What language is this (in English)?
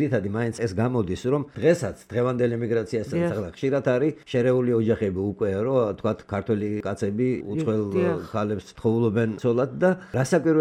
Georgian